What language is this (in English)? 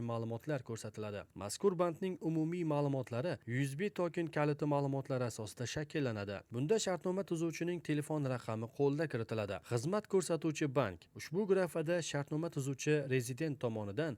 Uzbek